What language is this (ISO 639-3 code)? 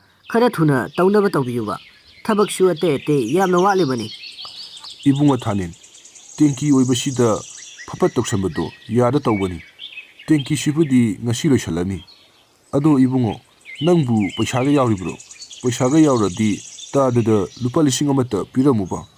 mni